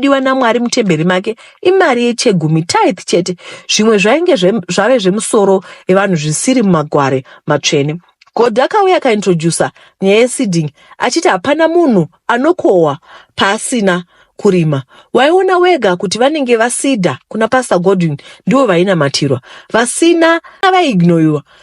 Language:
Shona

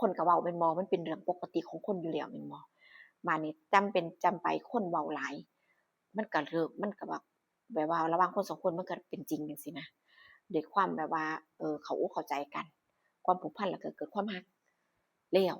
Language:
Northeastern Thai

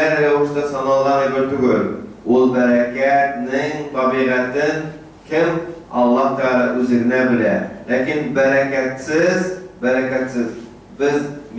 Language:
Tatar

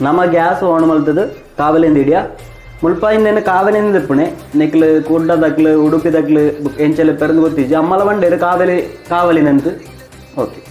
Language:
Tulu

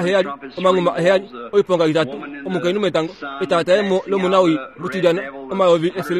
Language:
Kuanyama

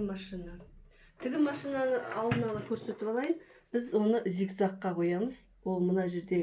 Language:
Kazakh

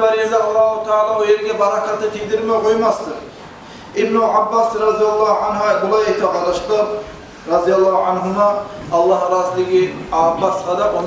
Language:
Kumyk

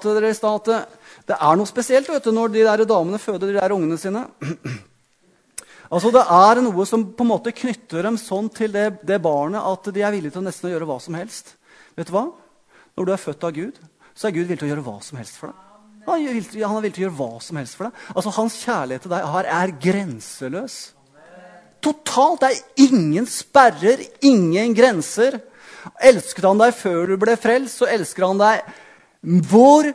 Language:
Norwegian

